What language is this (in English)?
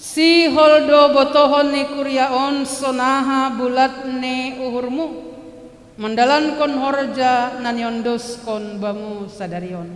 Batak Simalungun